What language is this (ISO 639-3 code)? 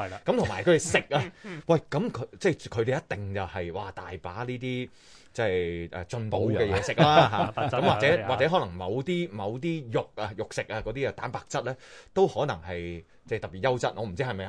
yue